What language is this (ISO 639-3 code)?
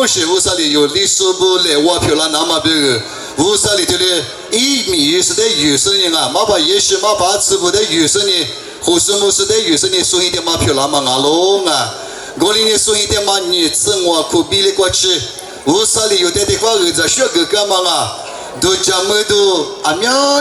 lis